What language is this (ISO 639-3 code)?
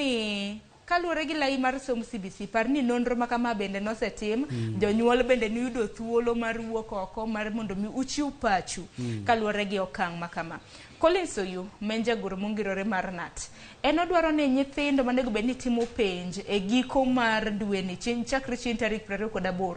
luo